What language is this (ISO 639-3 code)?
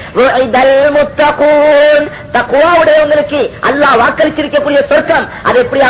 tam